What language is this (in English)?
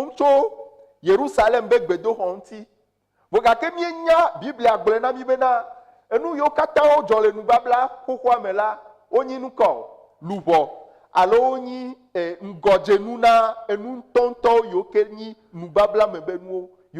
Ewe